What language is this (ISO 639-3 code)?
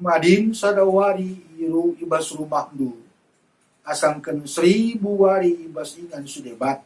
btx